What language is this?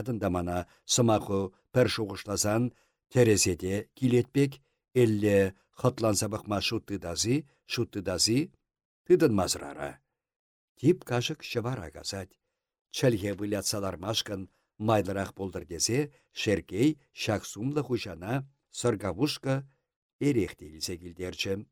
Chuvash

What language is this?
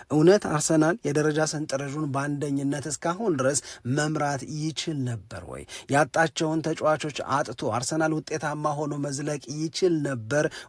Amharic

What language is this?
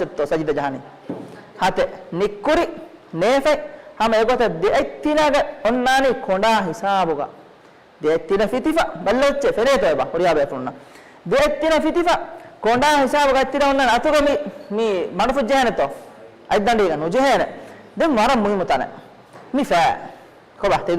Divehi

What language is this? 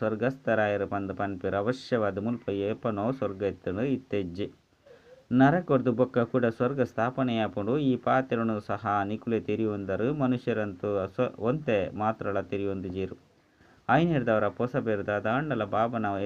Tulu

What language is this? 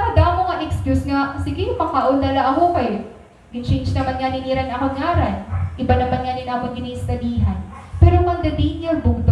Waray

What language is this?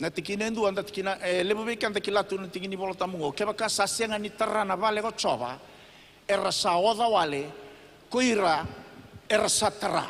Fijian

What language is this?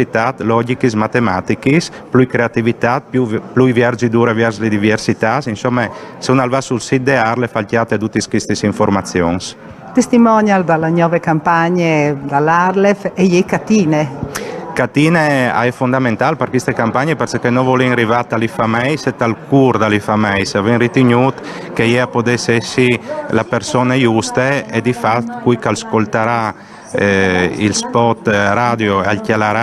Friulian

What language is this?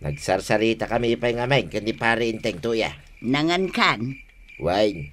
Iloko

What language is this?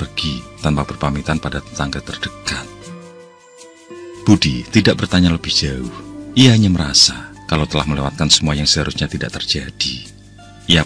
Indonesian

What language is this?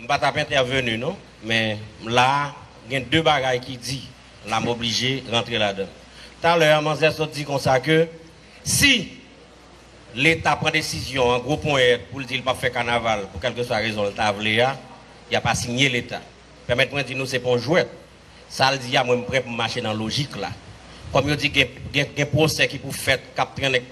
Haitian Creole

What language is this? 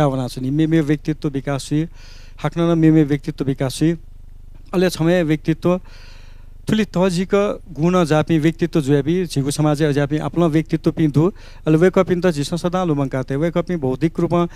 Newari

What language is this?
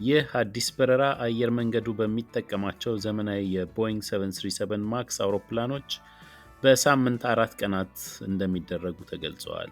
Amharic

